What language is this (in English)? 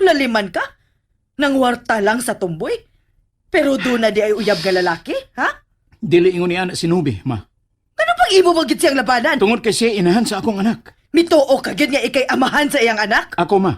Cebuano